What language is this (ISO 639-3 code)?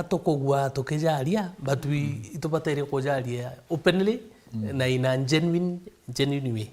mer